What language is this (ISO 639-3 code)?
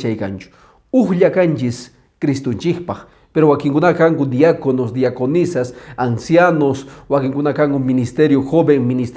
que